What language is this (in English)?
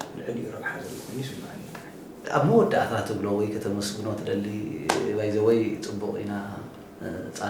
Tigrinya